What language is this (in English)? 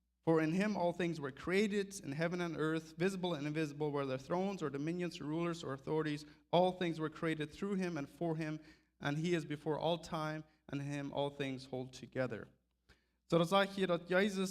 Plautdietsch